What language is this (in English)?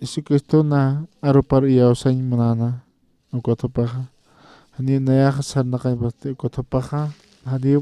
Aymara